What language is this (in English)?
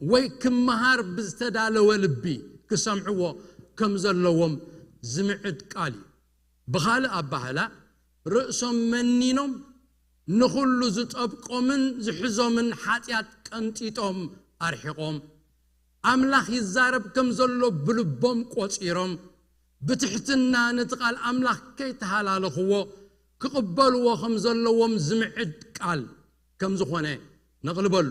Tigrinya